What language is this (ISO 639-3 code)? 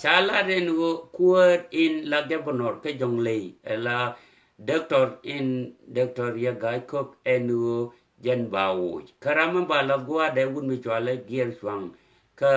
nus